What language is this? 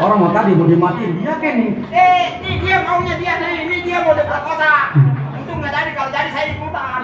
Betawi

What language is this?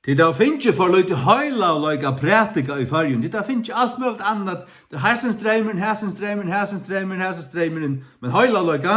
Faroese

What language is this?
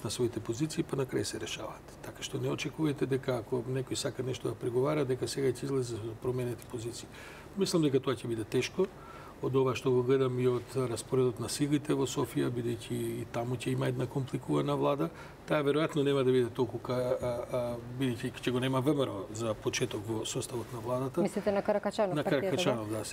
Macedonian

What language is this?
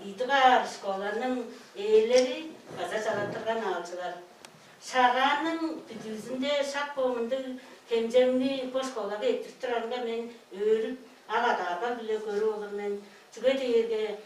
Tuvinian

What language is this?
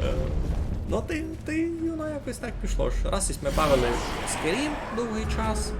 Rusyn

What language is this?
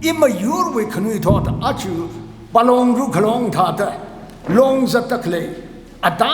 Tangkhul Naga (India)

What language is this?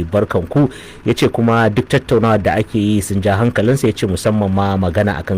Hausa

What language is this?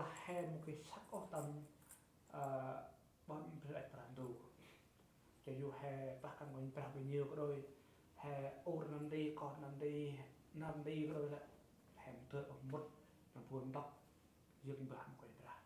Central Mnong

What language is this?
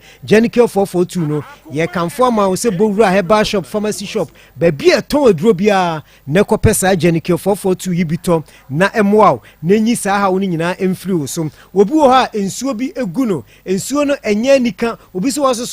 Akan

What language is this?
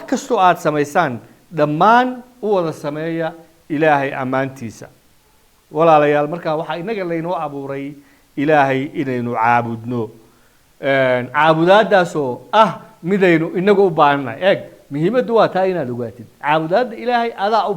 Somali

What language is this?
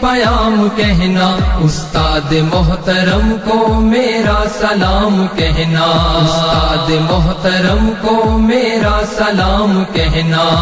Urdu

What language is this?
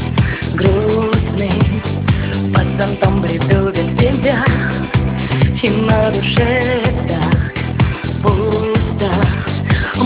Russian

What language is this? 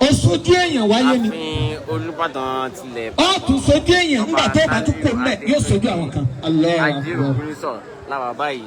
Yoruba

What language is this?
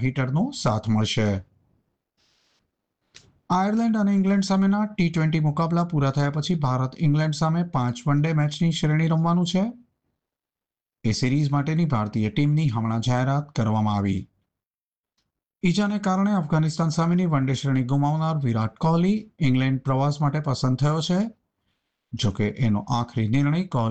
Gujarati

